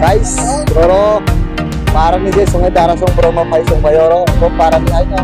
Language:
Kok Borok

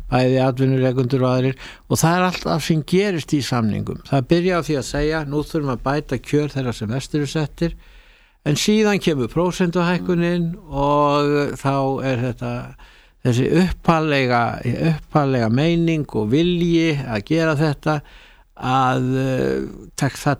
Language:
Icelandic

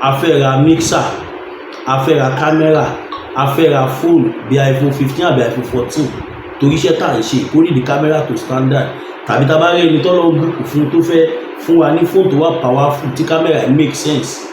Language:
Yoruba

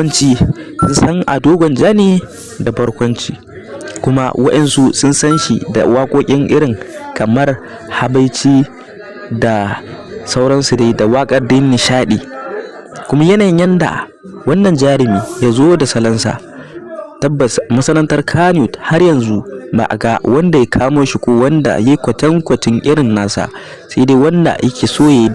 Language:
Hausa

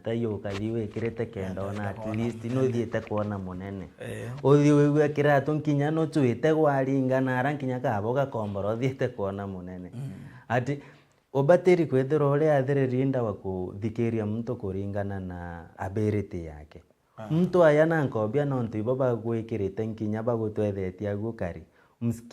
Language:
Meru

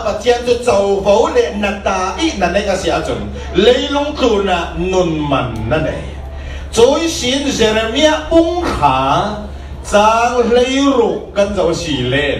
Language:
Falam Chin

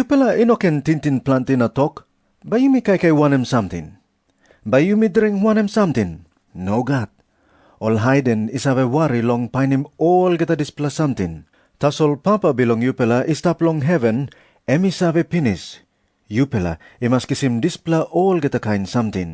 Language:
Tok Pisin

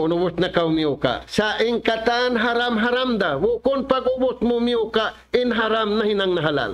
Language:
Tausug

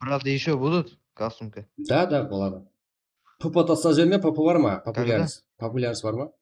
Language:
Kara-Kalpak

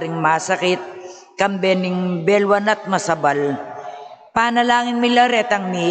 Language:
Pampanga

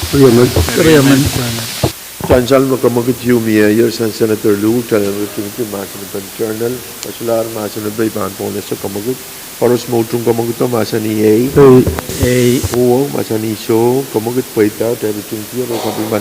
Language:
Pohnpeian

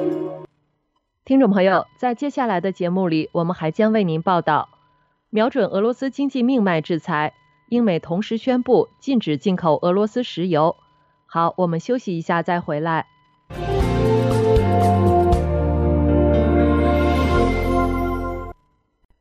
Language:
Chinese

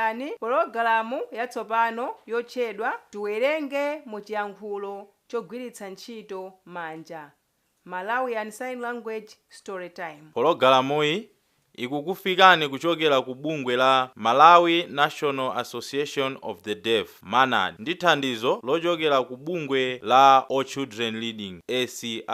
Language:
Nyanja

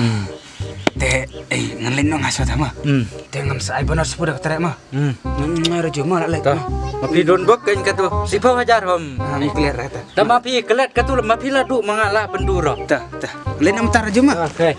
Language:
Khasi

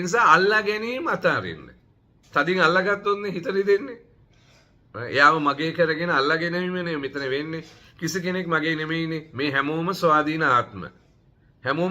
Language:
Sinhala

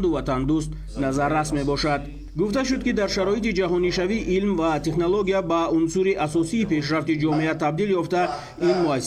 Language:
Tajik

